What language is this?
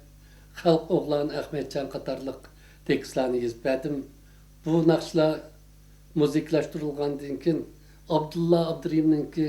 Uyghur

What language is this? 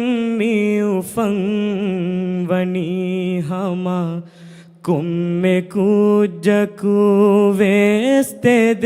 Divehi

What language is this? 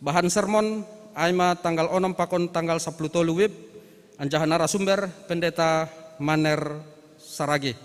Batak Simalungun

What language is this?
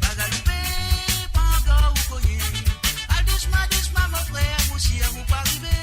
Morisyen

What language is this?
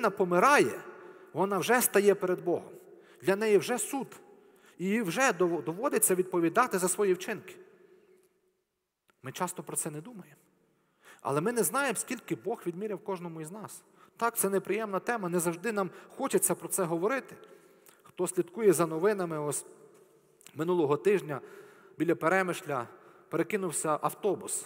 Ukrainian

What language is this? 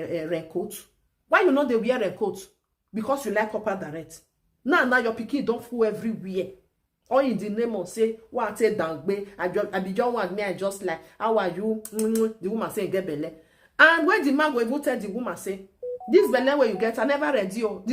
Nigerian Pidgin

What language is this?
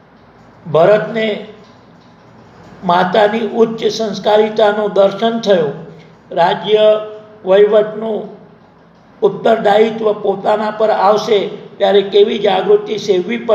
Gujarati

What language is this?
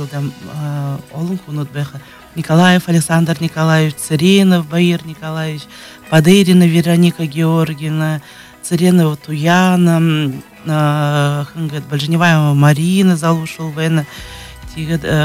Buriat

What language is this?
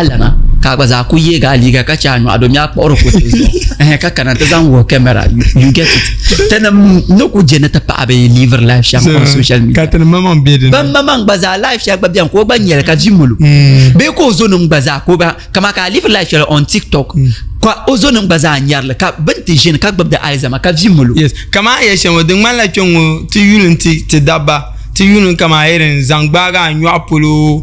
Dagbani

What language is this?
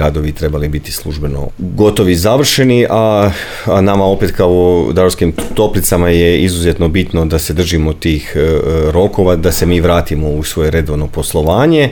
Croatian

